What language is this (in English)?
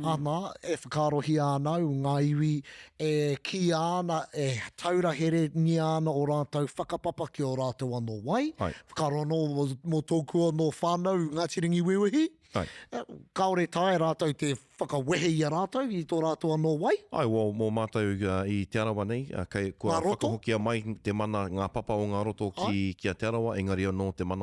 Māori